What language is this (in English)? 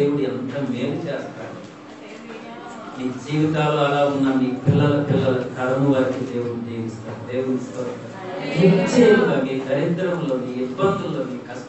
Telugu